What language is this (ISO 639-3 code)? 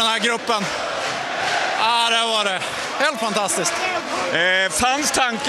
swe